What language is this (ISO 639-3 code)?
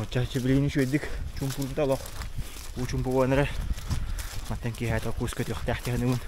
sah